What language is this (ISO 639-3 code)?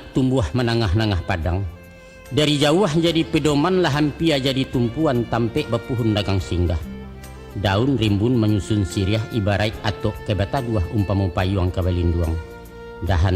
min